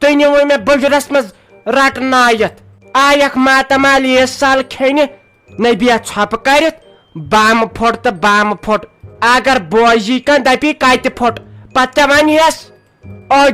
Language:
Kashmiri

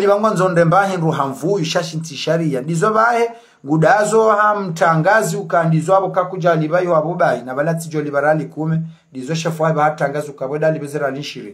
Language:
Ngazidja Comorian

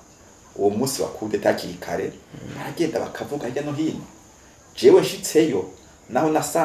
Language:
Rundi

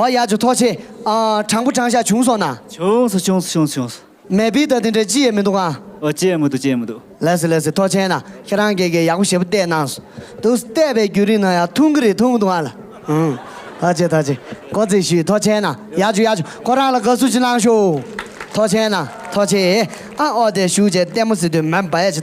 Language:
Tibetan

